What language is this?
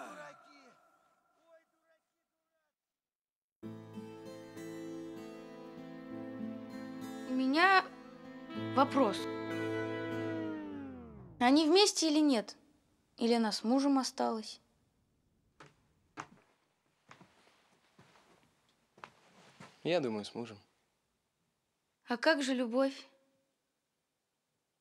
Russian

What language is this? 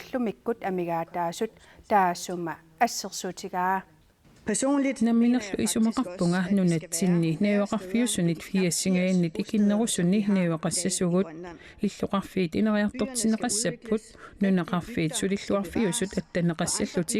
Kalaallisut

